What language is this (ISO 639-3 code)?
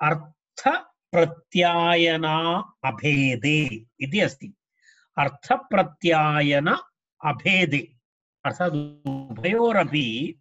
san